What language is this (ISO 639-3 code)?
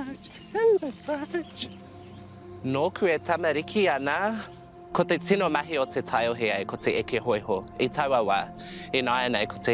mri